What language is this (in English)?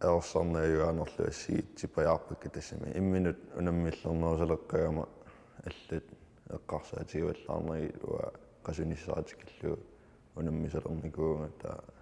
Kalaallisut